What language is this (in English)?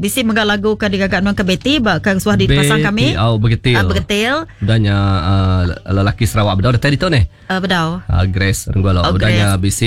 Iban